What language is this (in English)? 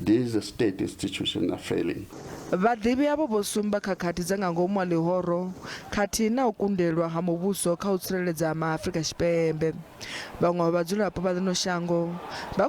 Venda